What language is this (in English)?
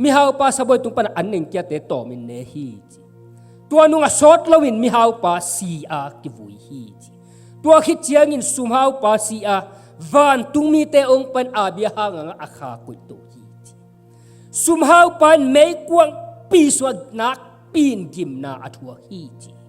Tedim Chin